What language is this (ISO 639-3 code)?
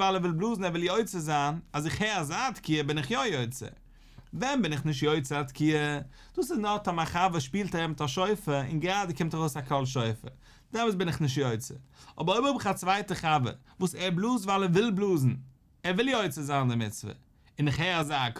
yid